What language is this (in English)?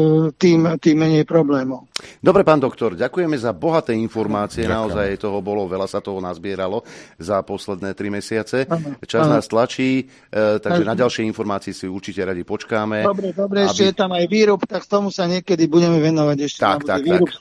Slovak